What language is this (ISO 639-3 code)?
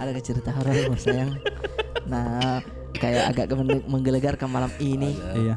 mfp